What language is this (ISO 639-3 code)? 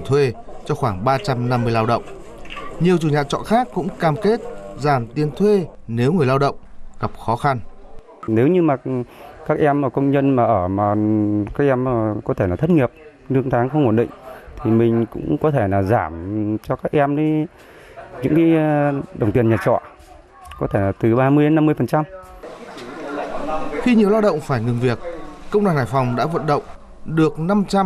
vie